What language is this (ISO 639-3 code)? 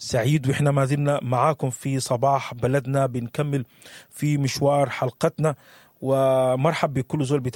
apd